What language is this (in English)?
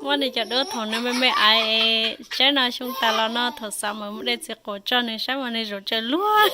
Hmong